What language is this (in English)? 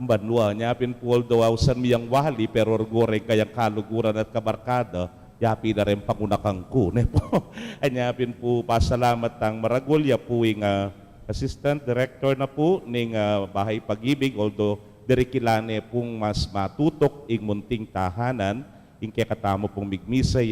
Pampanga